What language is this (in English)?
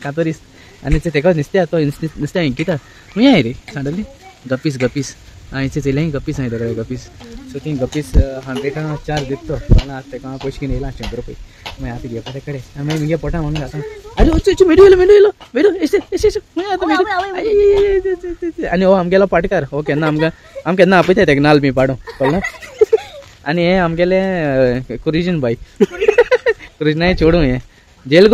Konkani